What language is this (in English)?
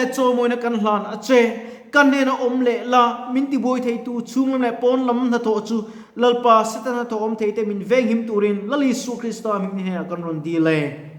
Mizo